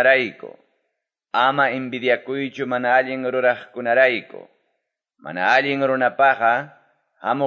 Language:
Quechua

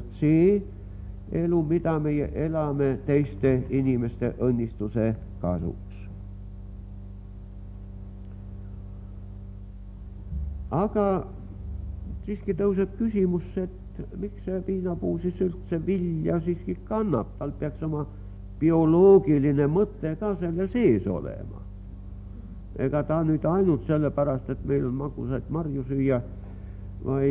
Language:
Estonian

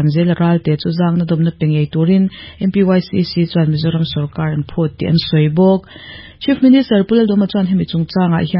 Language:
Mizo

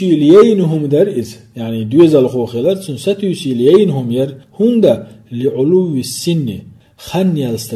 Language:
Chechen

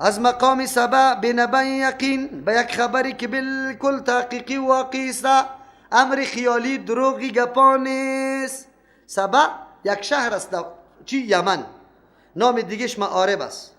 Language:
Persian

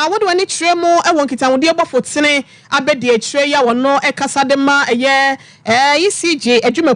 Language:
Akan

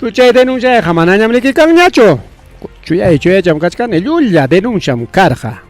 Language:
Ayacucho Quechua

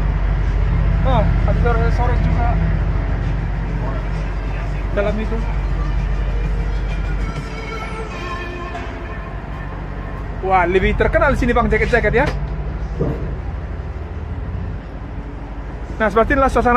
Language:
Indonesian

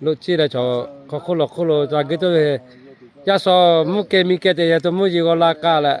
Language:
Lahu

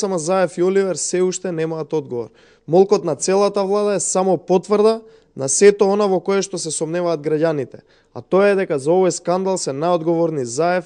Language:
Macedonian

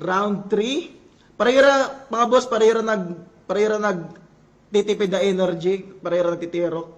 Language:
Waray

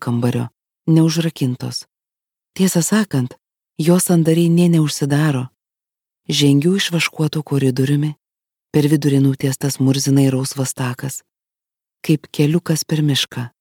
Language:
Lithuanian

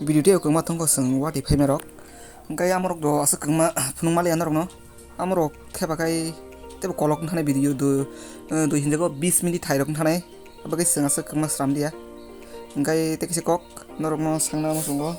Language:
Kok Borok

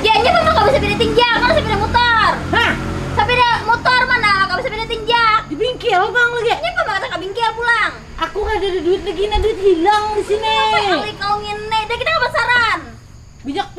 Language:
Banjar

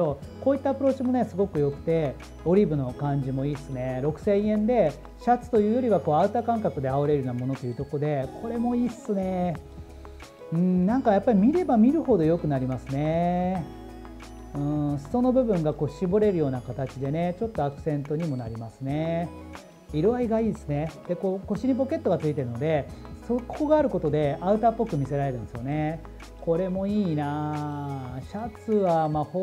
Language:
Japanese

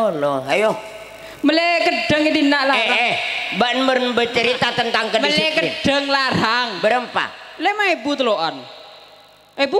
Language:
Madurese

